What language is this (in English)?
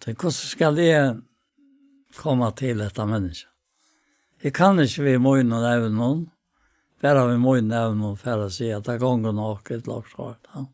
Faroese